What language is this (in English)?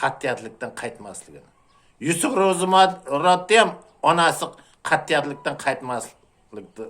Uzbek